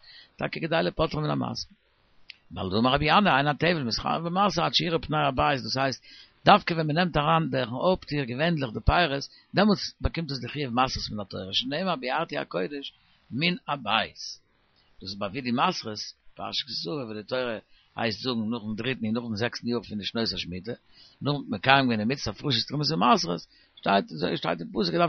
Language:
Yiddish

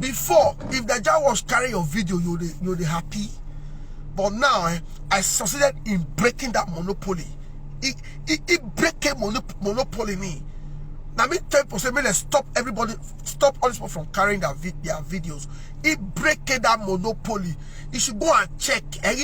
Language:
Nigerian Pidgin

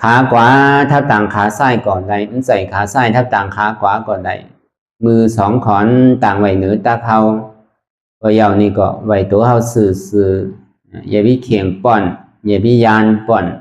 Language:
Shan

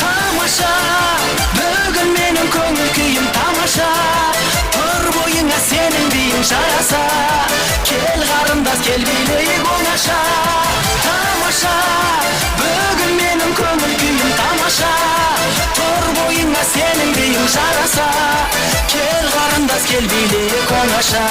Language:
Kara-Kalpak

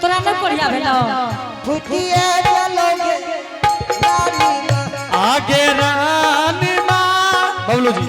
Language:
Angika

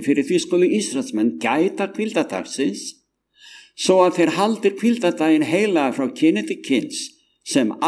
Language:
Icelandic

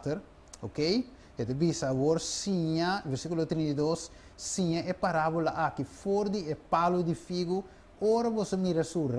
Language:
Papiamento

